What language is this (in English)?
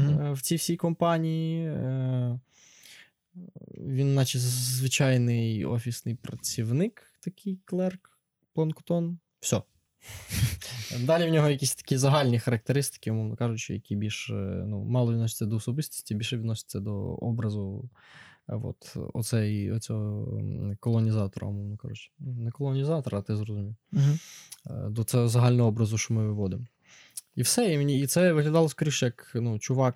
Ukrainian